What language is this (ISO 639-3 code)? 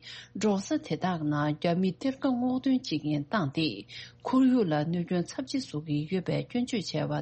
bod